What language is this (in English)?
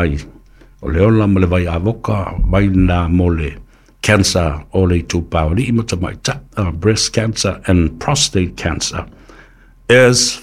Samoan